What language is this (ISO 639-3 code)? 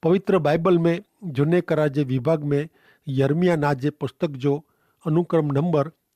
kfr